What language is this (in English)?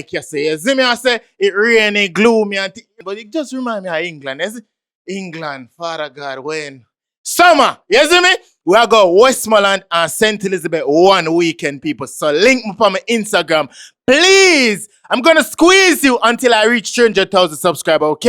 Jamaican Creole English